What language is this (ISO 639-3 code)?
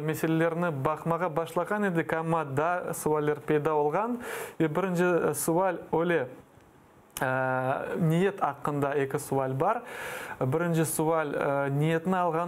crh